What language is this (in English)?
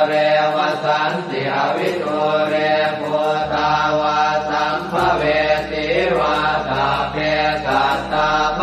Pali